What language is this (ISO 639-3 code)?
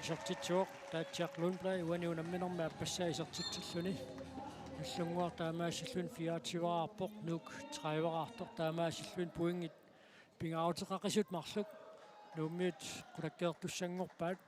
kal